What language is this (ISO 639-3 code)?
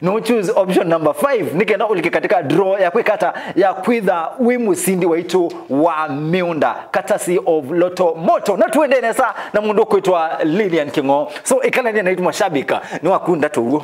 kam